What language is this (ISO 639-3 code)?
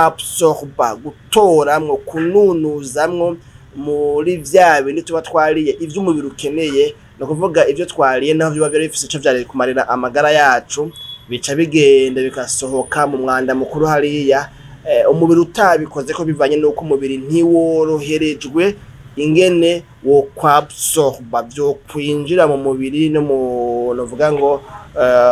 run